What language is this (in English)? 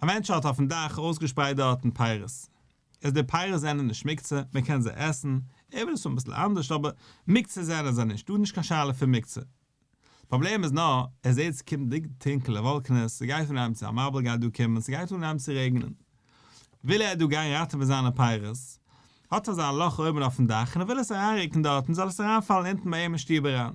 Yiddish